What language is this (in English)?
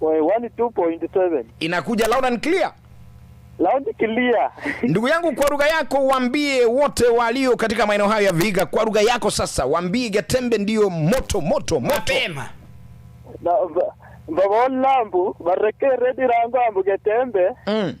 Gusii